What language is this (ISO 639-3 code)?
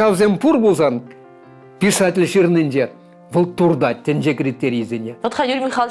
chv